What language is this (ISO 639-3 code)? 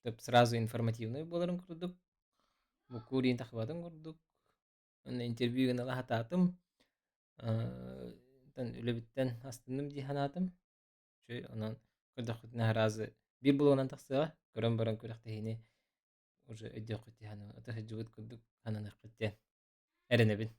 sah